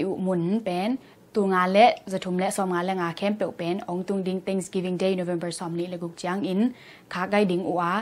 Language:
Tedim Chin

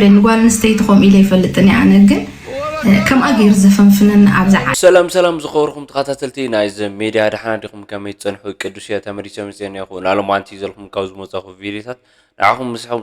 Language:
Tigrinya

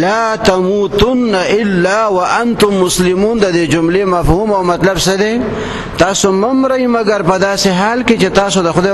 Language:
Pashto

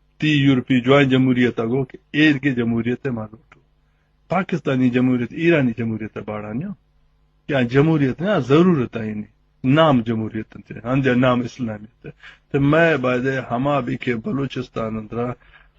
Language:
Baluchi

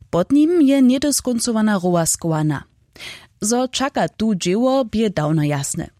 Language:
Upper Sorbian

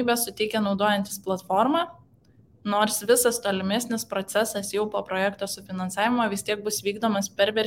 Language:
Lithuanian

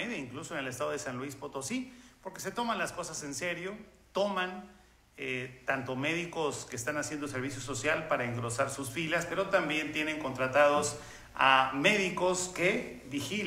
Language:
Spanish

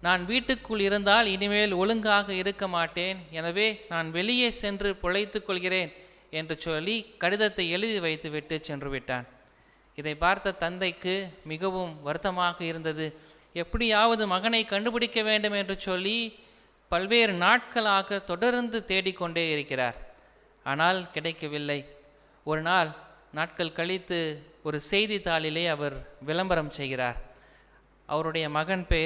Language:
Tamil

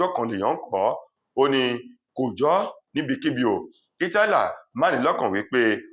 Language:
Yoruba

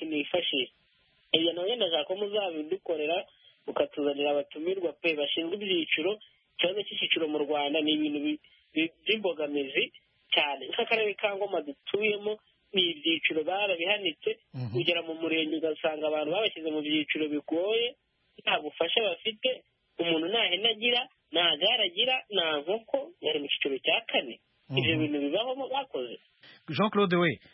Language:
Kinyarwanda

